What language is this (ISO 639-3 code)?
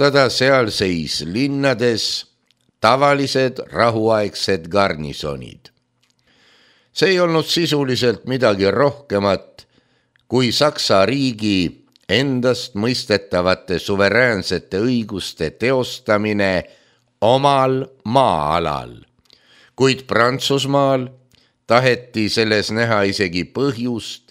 est